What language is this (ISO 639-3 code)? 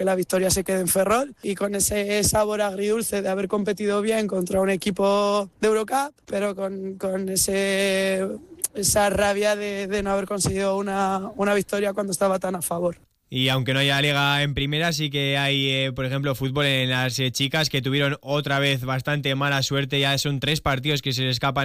spa